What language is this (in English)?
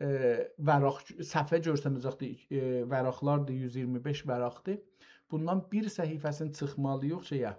South Azerbaijani